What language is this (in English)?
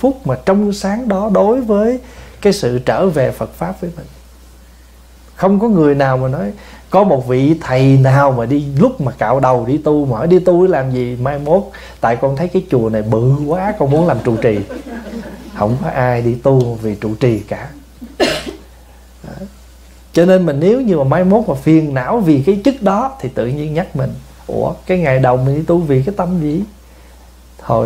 Vietnamese